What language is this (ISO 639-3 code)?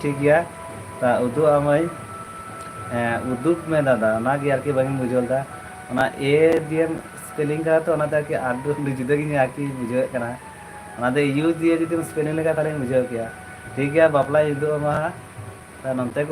sat